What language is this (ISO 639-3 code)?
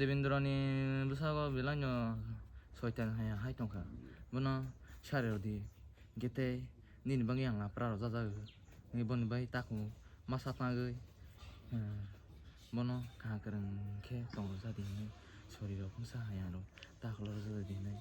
trp